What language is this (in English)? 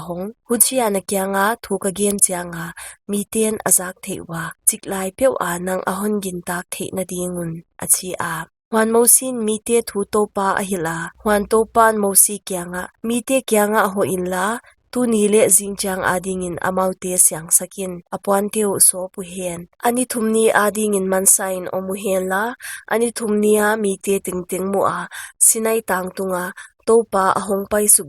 Paite Chin